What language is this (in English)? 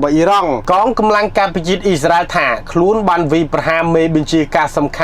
Khmer